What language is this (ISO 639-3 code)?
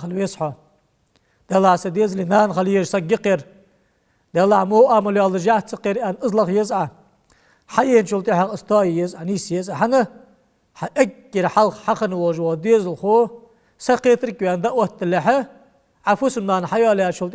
inh